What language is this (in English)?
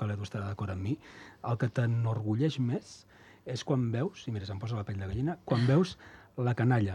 Catalan